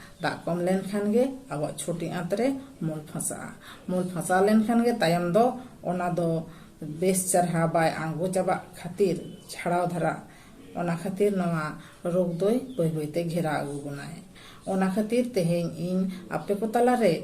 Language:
Santali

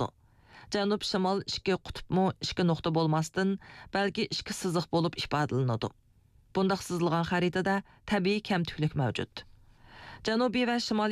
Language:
Uyghur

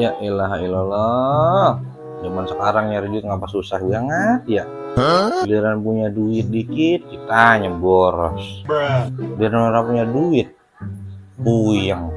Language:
Betawi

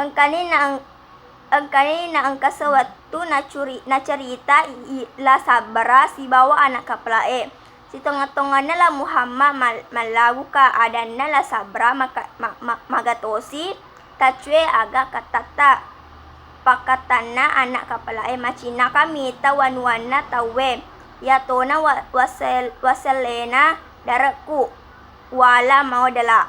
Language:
Buginese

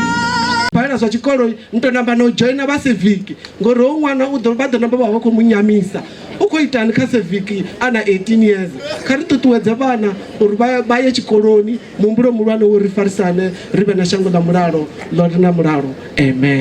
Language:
Venda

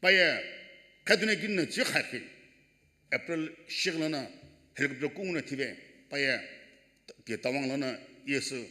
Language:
Sumi Naga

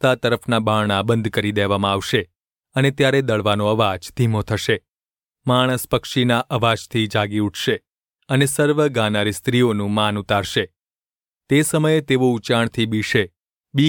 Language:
Gujarati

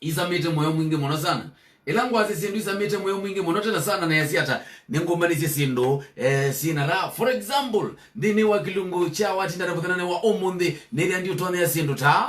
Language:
Kamba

